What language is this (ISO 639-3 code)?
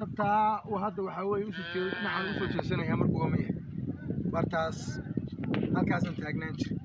som